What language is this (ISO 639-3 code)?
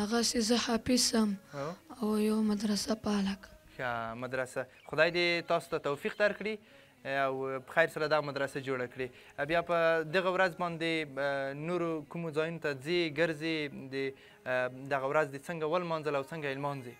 pus